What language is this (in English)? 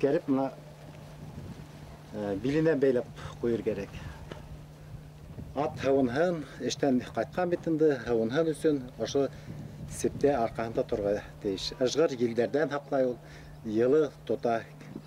Bashkir